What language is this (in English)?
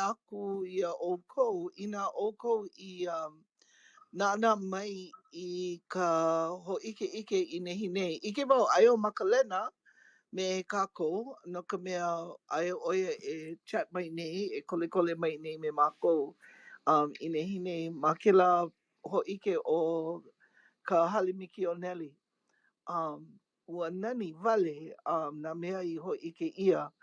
Hawaiian